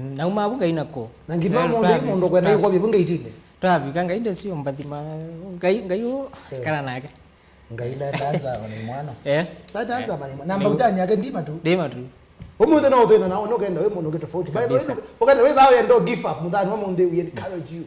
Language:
Kamba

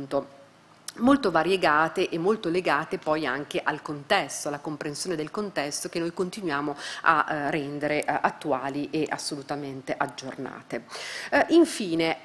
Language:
Italian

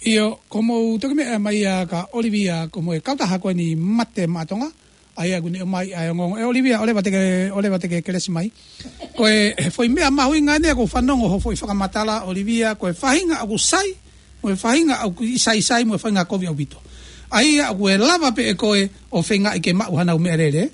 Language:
Tongan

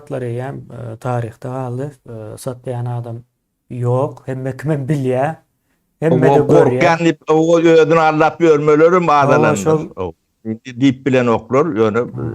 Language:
Turkmen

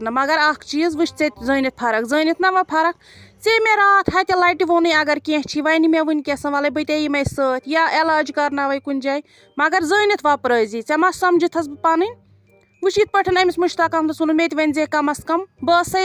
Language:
Kashmiri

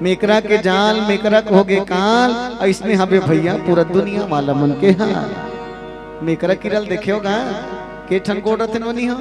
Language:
Chhattisgarhi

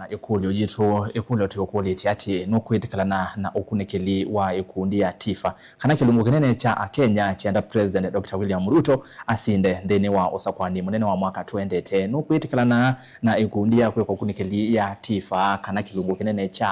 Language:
Kamba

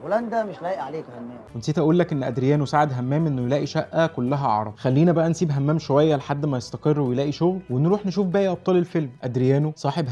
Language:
Egyptian Arabic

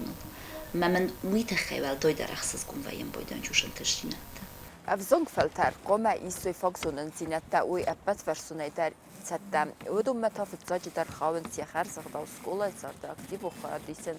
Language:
Ossetic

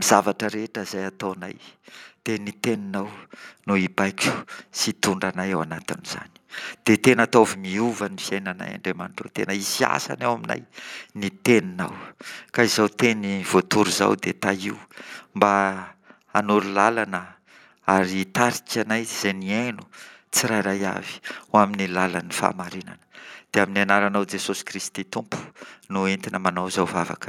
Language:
Malagasy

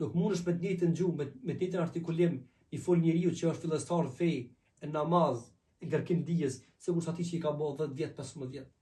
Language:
Albanian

